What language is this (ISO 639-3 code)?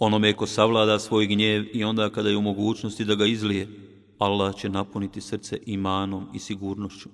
bos